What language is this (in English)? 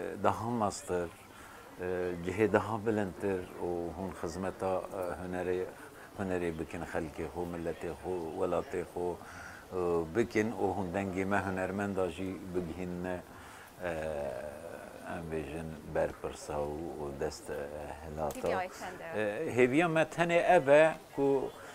Kurdish